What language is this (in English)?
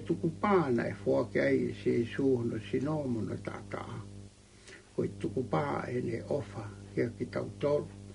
Tongan